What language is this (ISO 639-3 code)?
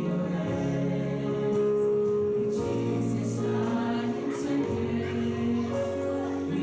smo